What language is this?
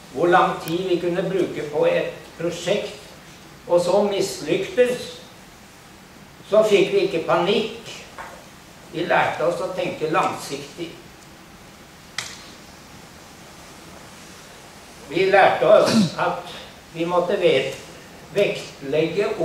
Norwegian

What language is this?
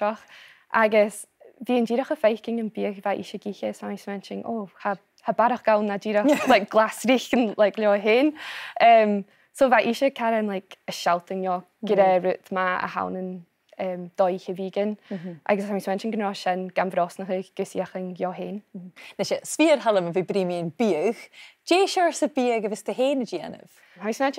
Scottish Gaelic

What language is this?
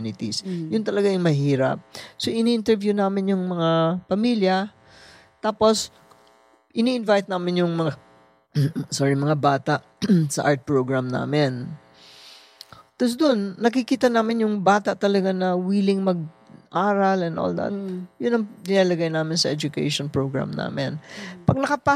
Filipino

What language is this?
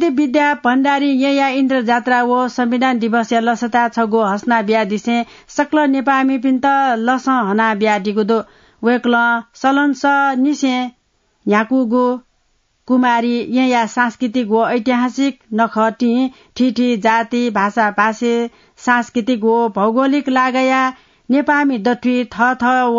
Newari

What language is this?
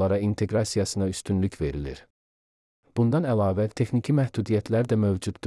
Azerbaijani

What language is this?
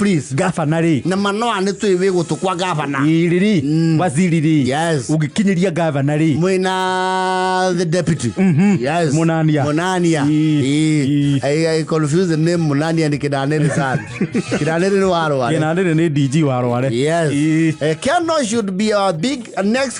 Kikuyu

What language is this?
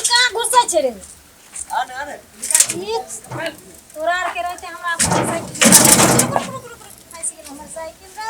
Maithili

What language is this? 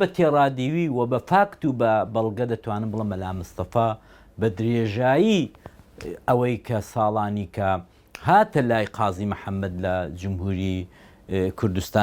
Central Kurdish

